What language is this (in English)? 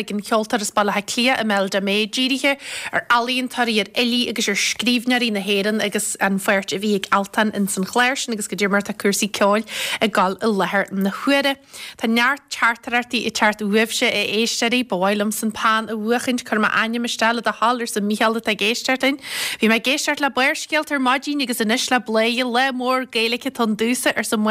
Irish